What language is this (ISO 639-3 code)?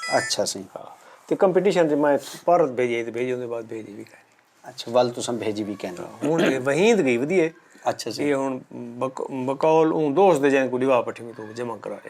skr